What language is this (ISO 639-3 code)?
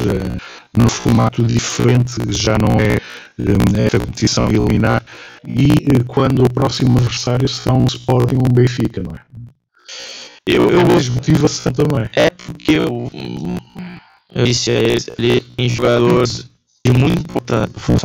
por